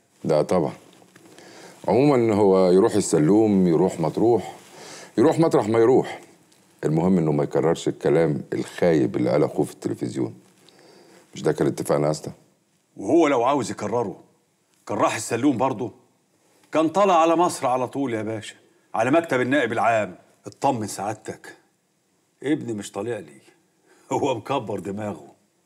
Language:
Egyptian Arabic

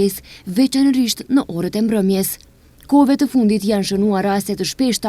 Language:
Albanian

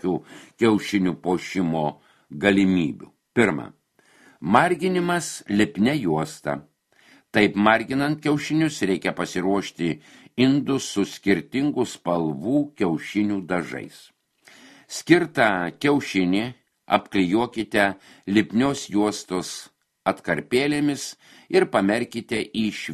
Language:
Lithuanian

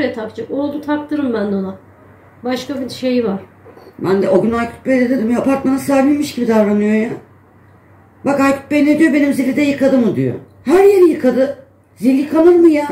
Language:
Turkish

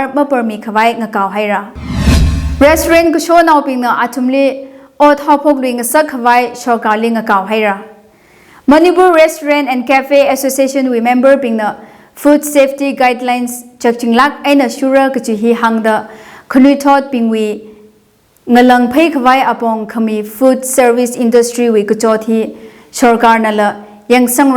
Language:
Tangkhul Naga (India)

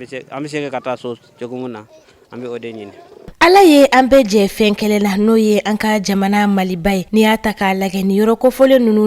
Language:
Bambara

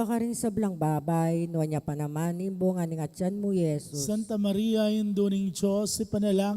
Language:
Pampanga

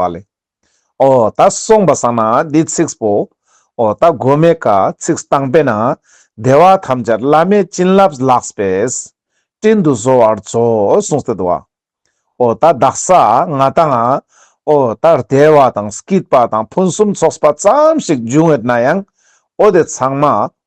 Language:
Ladakhi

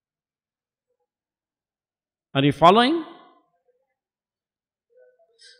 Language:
English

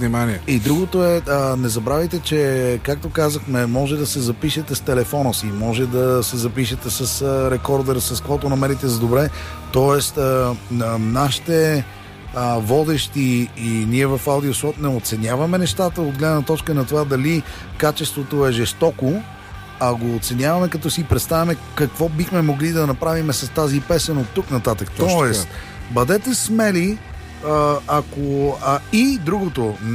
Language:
Bulgarian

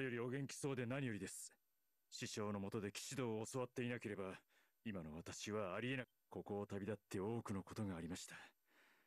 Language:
Japanese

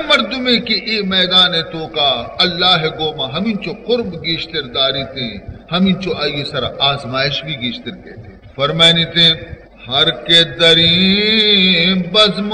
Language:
Baluchi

